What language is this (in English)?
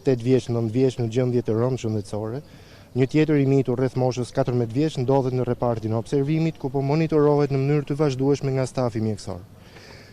Albanian